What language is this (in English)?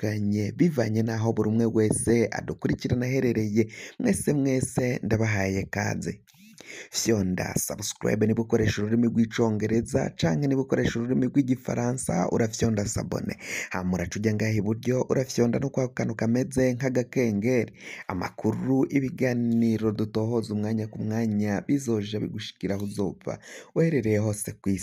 Rundi